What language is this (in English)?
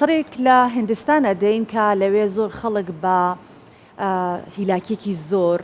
Central Kurdish